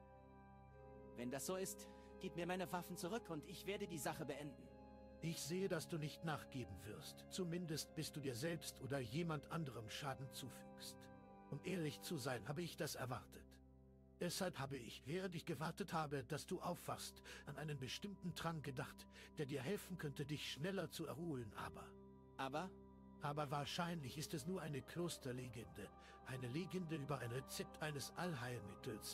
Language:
German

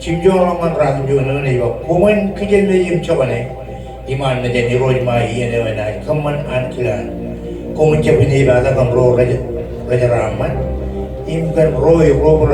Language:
Marshallese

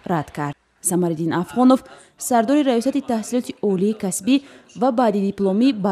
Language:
Tajik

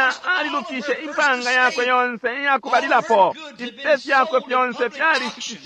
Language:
Bemba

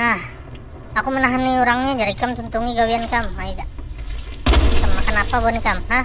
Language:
Banjar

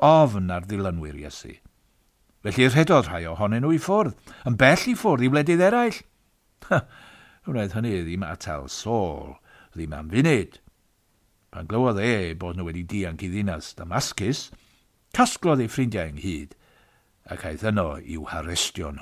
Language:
Welsh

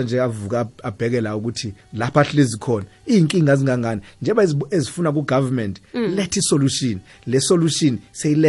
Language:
South Ndebele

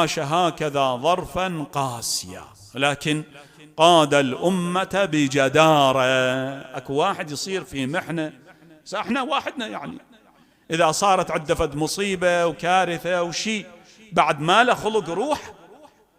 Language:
Mesopotamian Arabic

